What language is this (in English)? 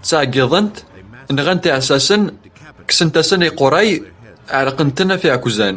Kabyle